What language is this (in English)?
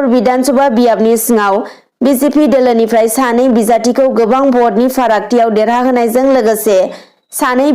Bodo